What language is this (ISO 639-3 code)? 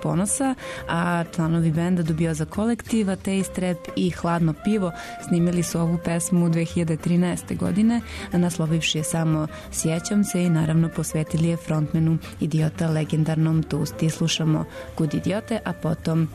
srp